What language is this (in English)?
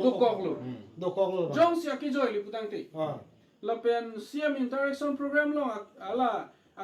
Karbi